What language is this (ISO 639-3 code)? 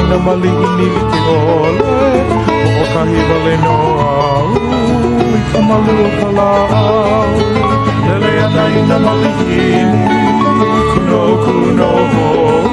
haw